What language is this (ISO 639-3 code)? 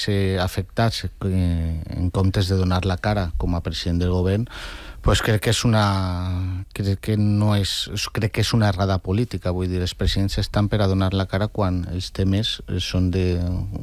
cat